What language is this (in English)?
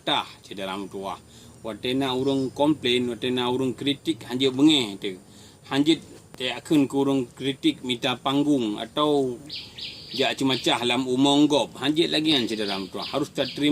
Achinese